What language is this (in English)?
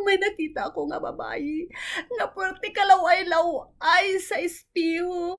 Hiligaynon